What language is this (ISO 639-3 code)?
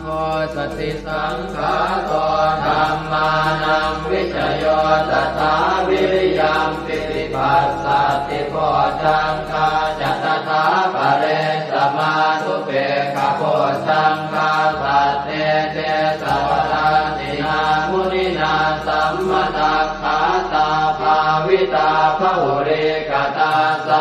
pli